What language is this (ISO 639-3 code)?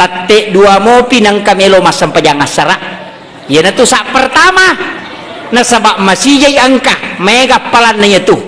bug